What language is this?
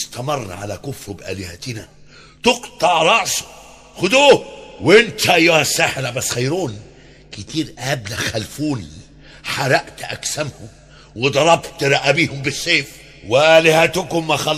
Egyptian Arabic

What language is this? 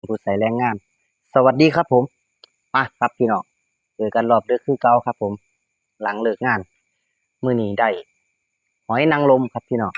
Northeastern Thai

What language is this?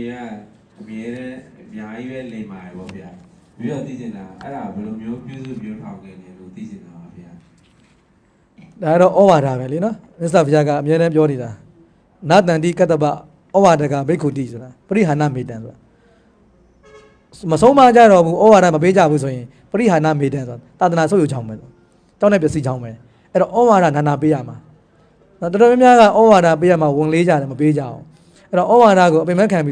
Burmese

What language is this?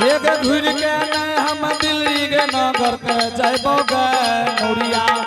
Angika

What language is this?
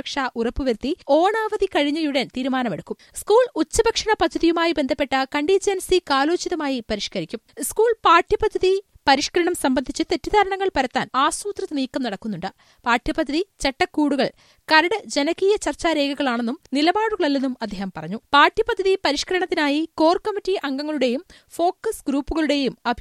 Malayalam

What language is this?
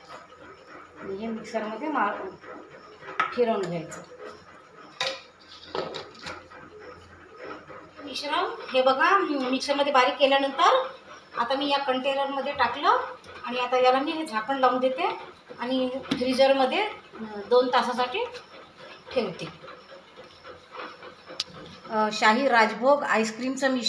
Marathi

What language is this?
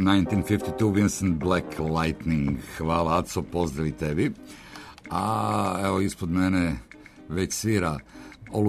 Serbian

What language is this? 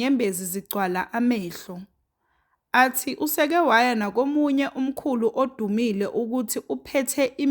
Zulu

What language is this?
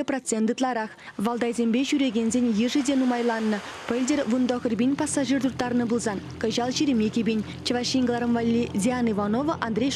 Chuvash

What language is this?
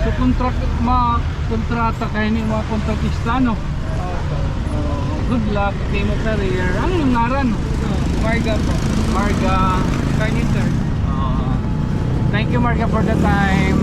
Waray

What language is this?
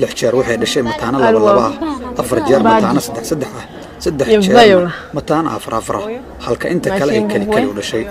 Somali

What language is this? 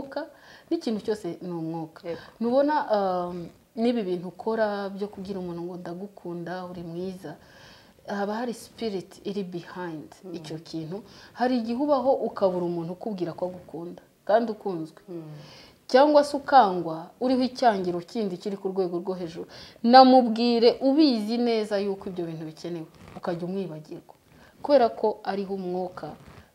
Kinyarwanda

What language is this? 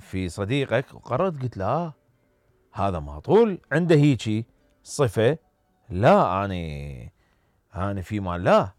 Mesopotamian Arabic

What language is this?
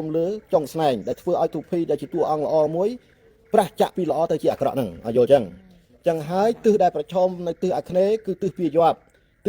Khmer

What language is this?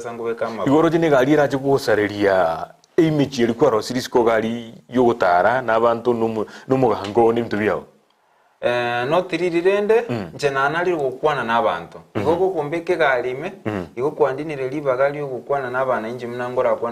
Gusii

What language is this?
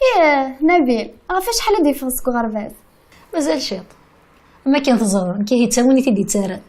Kabyle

